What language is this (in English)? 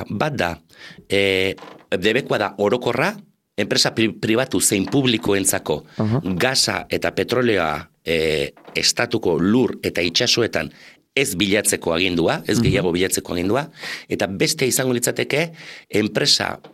Basque